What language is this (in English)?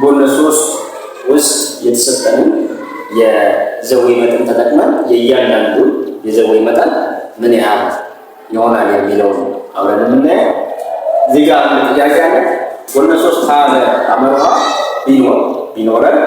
Amharic